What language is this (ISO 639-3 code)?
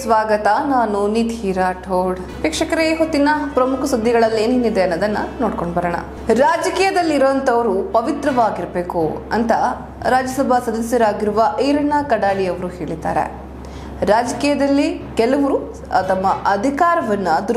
kan